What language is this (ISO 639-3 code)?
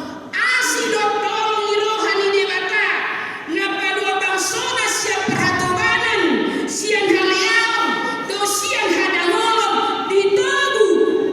bbc